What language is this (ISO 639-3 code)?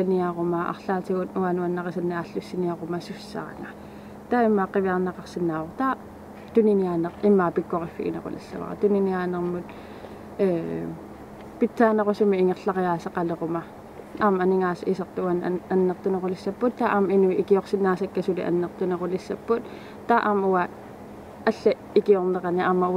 kal